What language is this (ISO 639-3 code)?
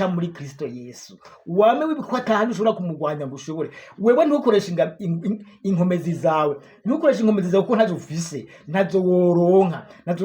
run